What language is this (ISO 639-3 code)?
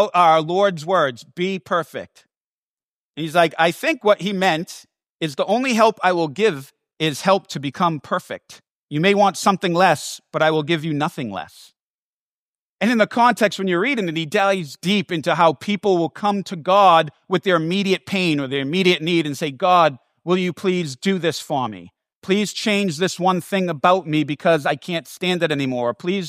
eng